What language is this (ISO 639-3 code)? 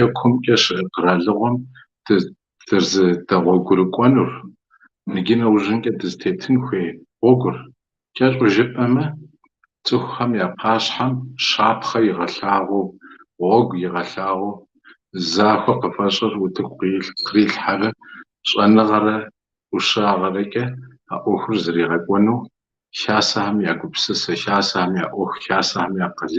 kbd